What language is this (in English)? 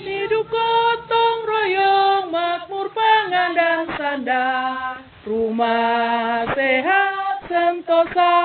Manado Malay